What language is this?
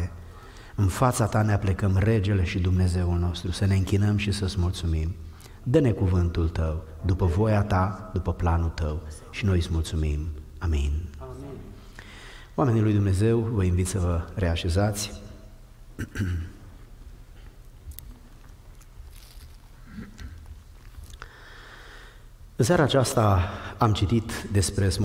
Romanian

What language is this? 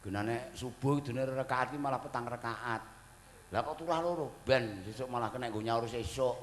Javanese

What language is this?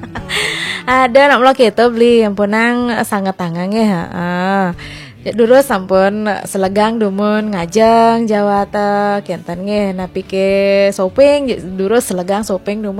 Balinese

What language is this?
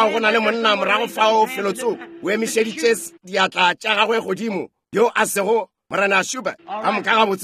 Northern Sotho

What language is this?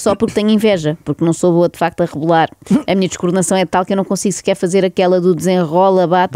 Portuguese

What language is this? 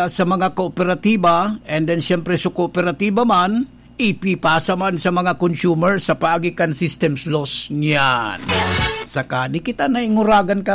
Bikol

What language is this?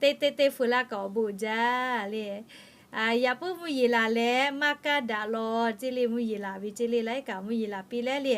Lahu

